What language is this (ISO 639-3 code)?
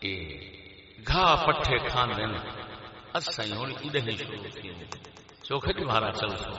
skr